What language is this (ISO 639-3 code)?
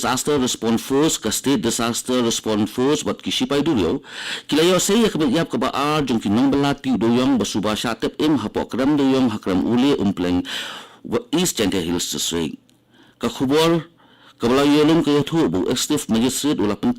kha